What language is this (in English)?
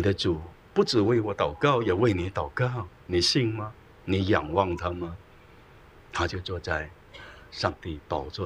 Chinese